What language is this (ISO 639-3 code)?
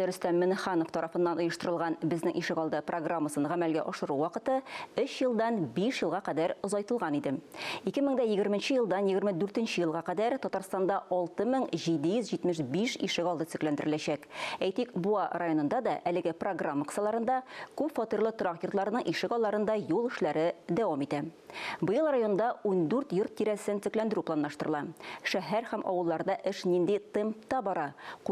tat